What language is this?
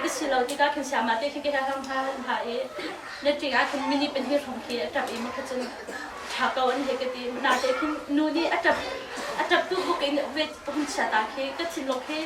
Hakha Chin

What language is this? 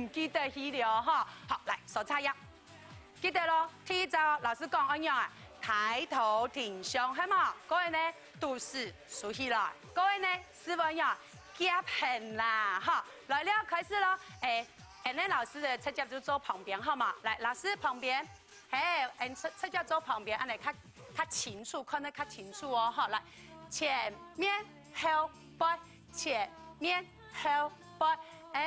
Hakka Chinese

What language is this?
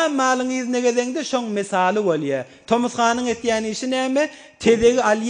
Turkmen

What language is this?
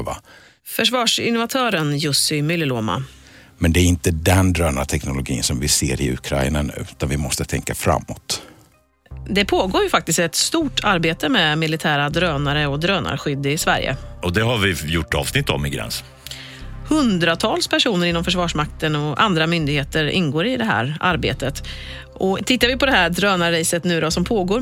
Swedish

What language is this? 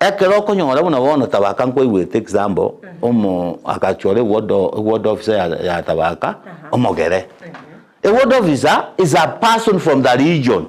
Gusii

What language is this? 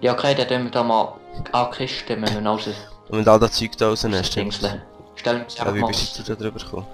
Swiss German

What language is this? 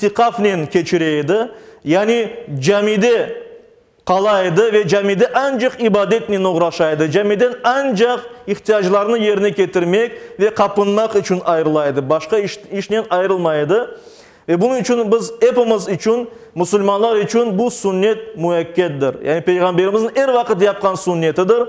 Crimean Tatar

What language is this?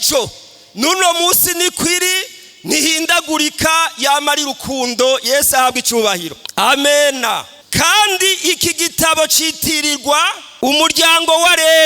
Rundi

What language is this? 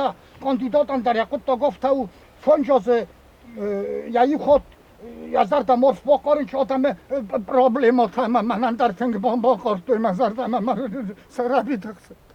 Ossetic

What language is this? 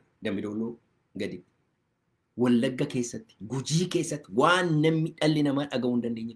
Oromo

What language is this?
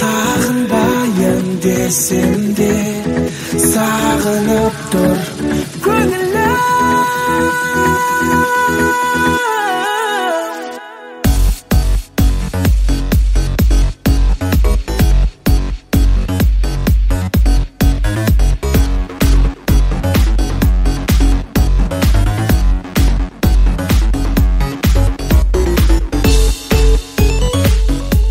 Kazakh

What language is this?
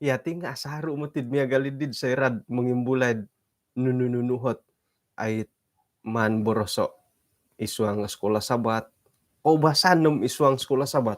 Central Dusun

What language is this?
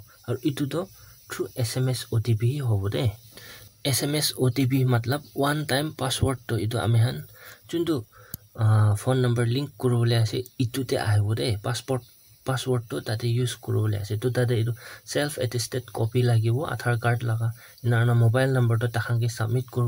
Naga Pidgin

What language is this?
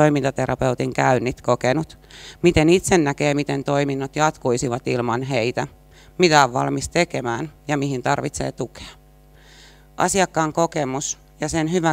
Finnish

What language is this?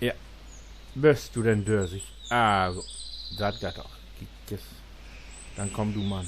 Low German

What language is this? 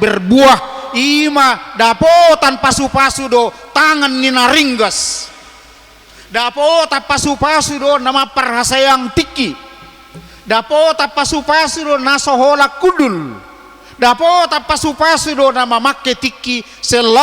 Batak Toba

